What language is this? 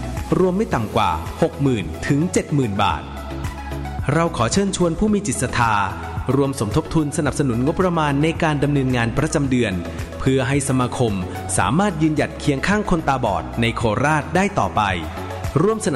Thai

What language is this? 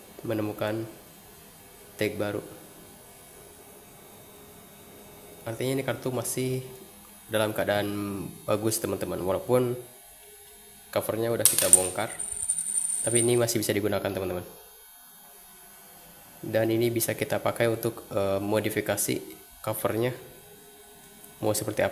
Indonesian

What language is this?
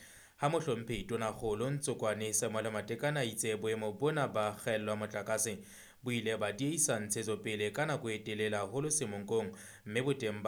Southern Sotho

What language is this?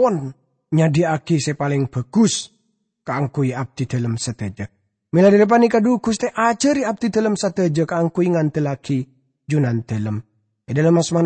Madurese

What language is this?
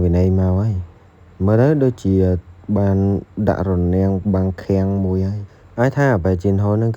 Khmer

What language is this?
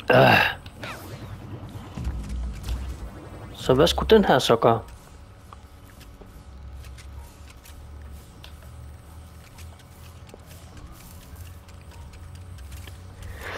Danish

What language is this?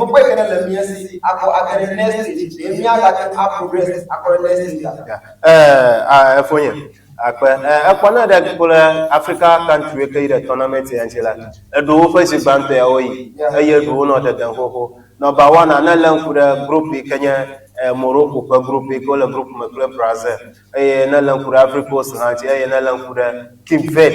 Ewe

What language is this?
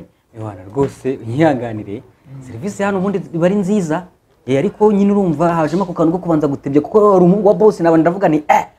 Kinyarwanda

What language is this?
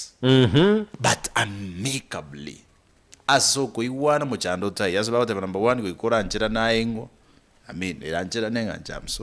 Gusii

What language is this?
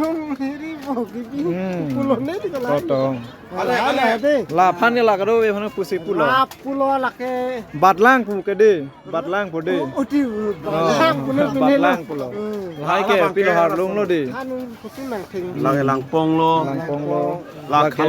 Karbi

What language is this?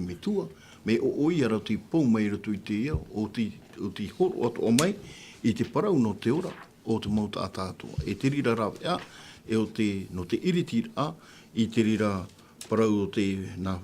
Tahitian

